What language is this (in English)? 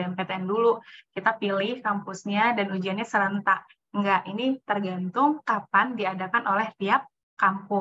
Indonesian